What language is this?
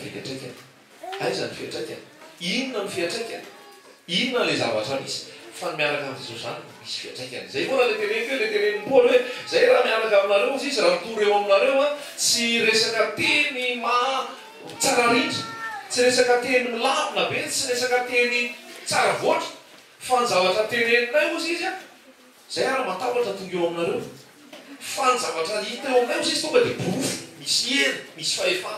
Malagasy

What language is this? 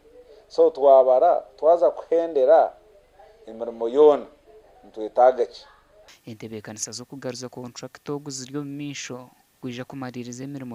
Nyankole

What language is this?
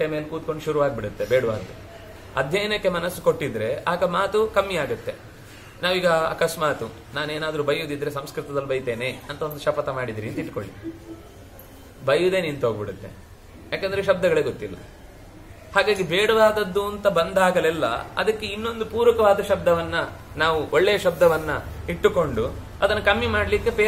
Kannada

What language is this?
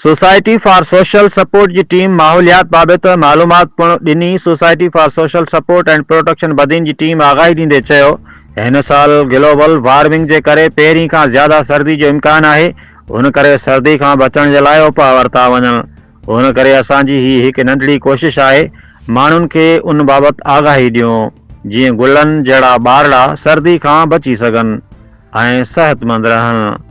Sindhi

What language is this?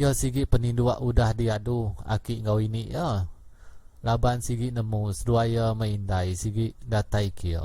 Iban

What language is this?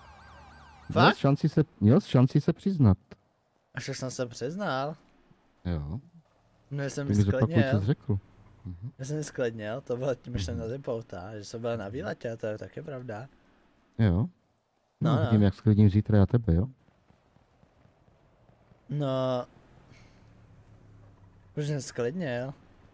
Czech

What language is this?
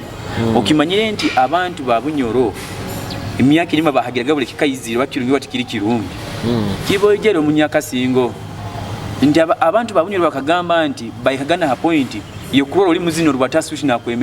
Nyoro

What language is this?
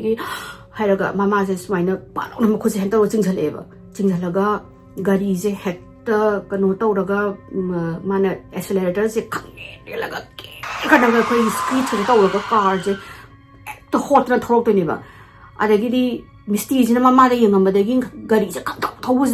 Manipuri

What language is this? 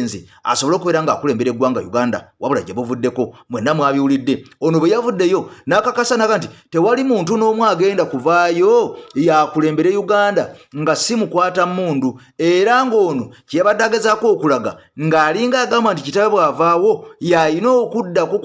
Ganda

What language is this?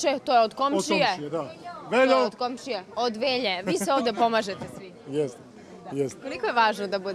Serbian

